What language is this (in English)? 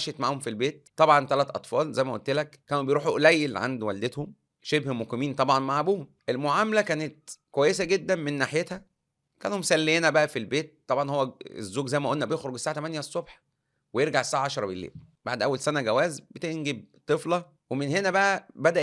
Egyptian Arabic